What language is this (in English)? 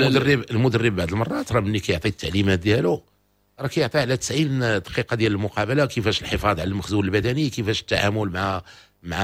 Moroccan Arabic